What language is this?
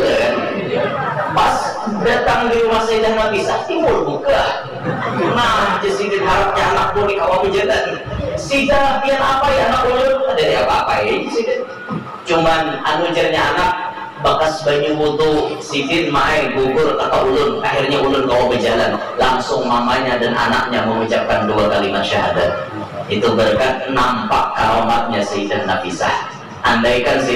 Banjar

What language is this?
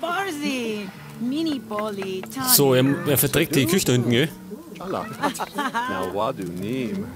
Bavarian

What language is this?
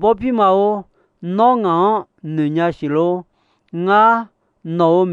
Akha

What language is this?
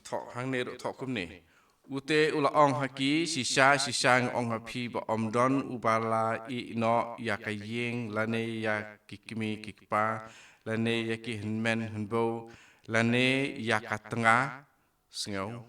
Khasi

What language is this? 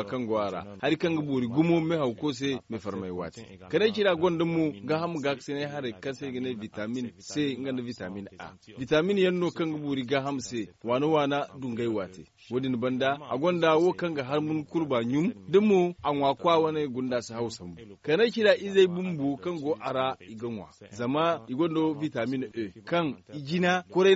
Zarma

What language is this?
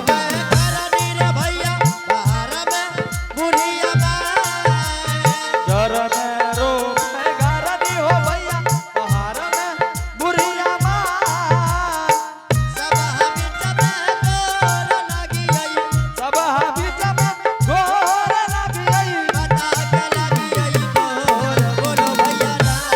Angika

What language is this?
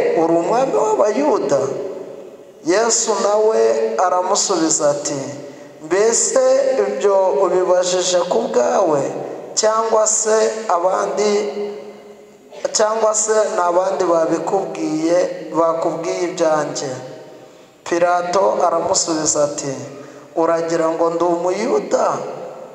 Kinyarwanda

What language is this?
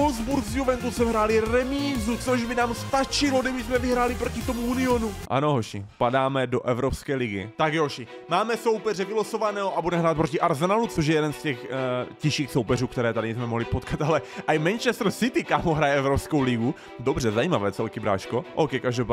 Czech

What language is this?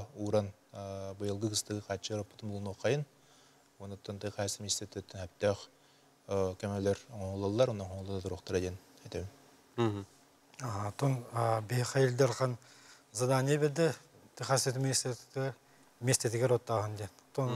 Yakut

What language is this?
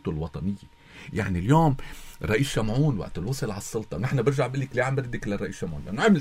North Levantine Arabic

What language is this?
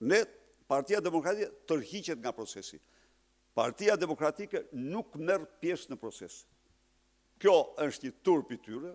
Albanian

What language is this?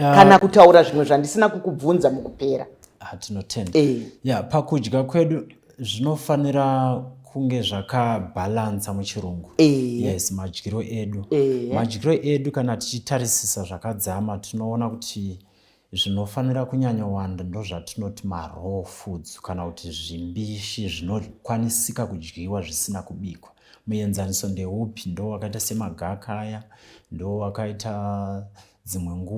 Shona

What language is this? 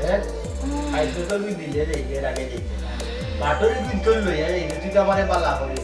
Sylheti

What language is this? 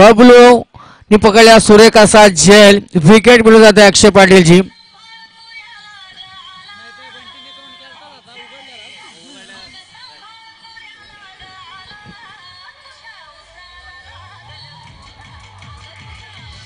Marathi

